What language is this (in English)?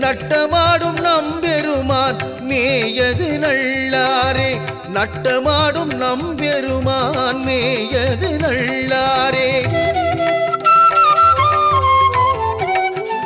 Tamil